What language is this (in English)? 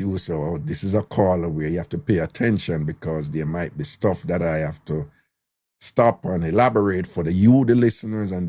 Jamaican Creole English